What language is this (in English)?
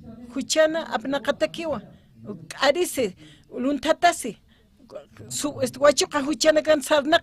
Aymara